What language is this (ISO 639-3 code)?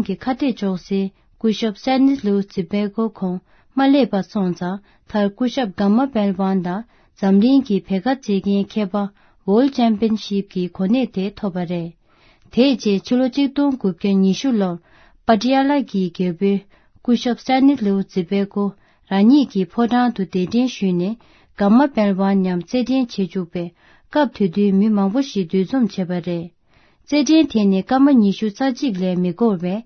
bod